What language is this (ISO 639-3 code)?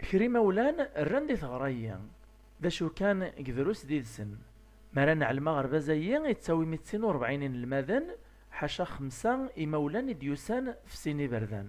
kab